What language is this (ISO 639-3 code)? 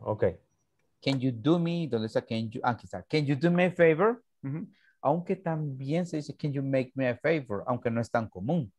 spa